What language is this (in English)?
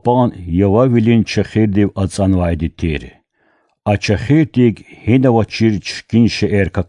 Lezghian